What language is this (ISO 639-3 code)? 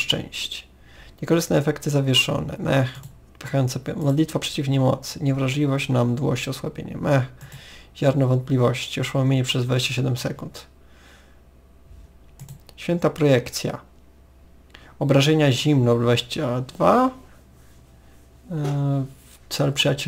pol